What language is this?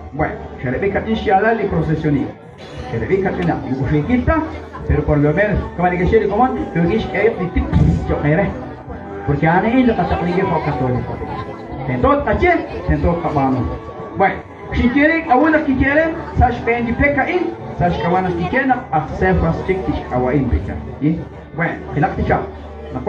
Kekchí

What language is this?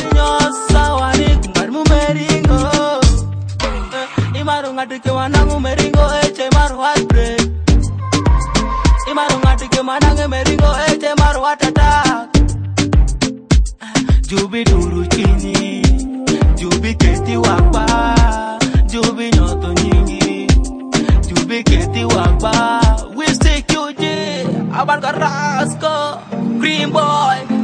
Swahili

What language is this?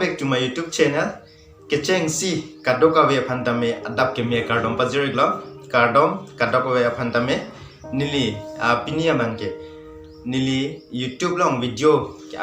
Karbi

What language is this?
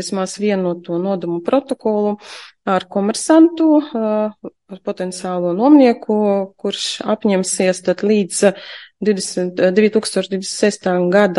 Latvian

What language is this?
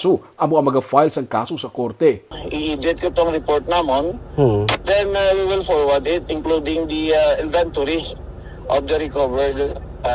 Hiligaynon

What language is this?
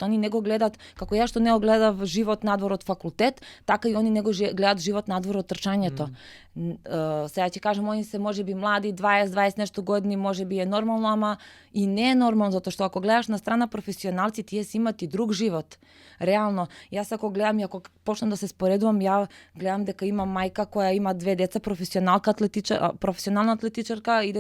Macedonian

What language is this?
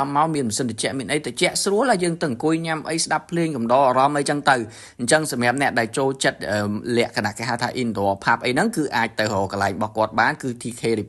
Khmer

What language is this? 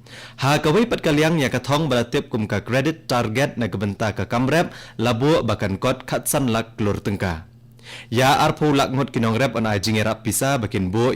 Khasi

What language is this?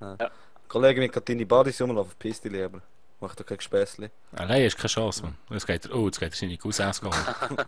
Swiss German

